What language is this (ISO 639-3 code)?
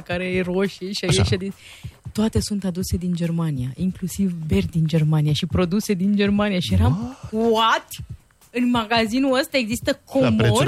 ron